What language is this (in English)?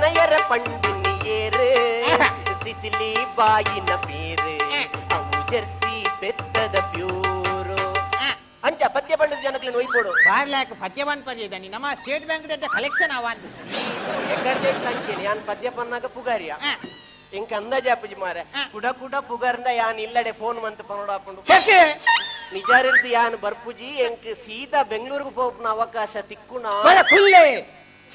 Tulu